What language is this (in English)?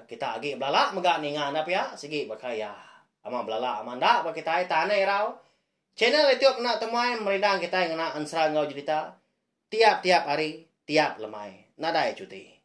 Iban